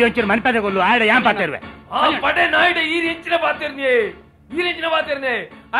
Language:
Tulu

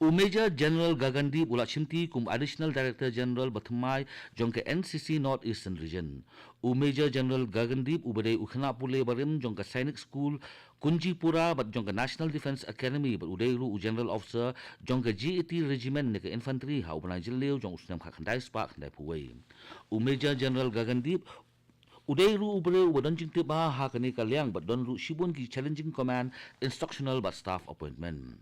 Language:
Khasi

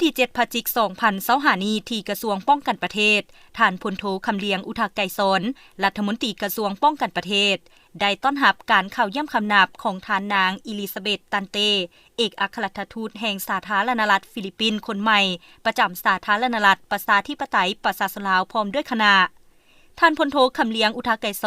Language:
Lao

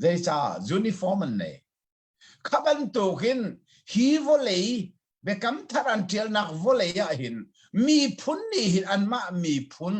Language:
Hakha Chin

